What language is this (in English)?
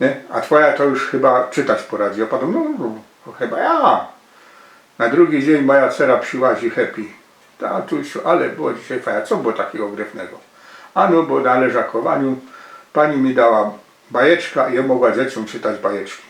Silesian